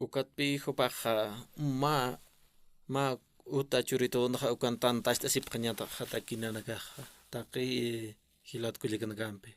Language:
Aymara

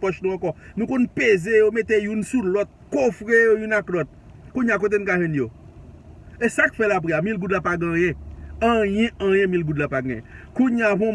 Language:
Haitian Creole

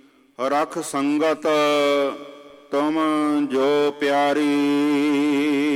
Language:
Punjabi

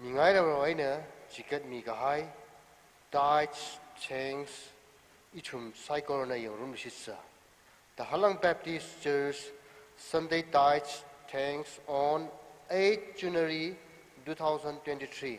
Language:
Tangkhul Naga (India)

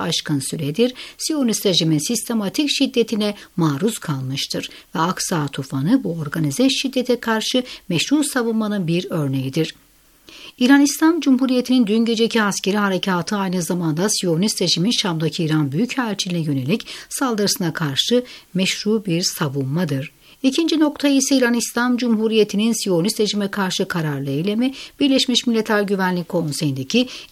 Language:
Turkish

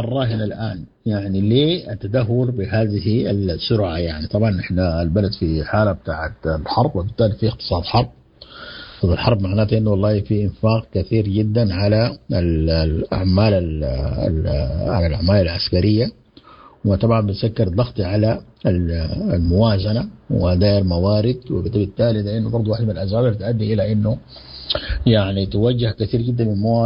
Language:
Sudanese Arabic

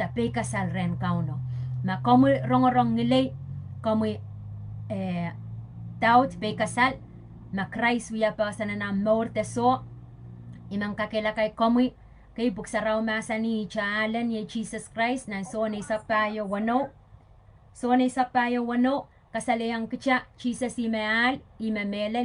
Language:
Pohnpeian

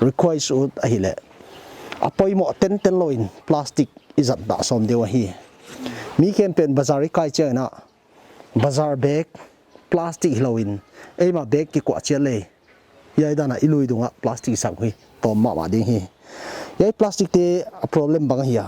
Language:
Paite Chin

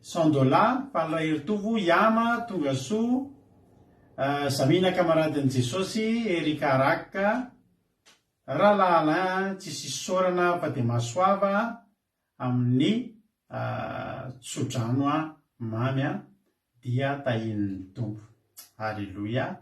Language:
Malagasy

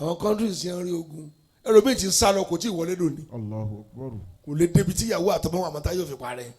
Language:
Yoruba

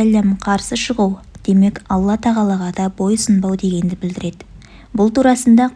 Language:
Kazakh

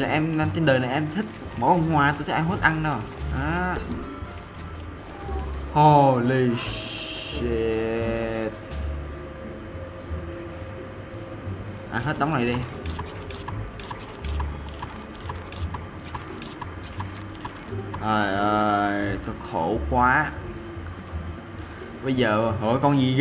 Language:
Vietnamese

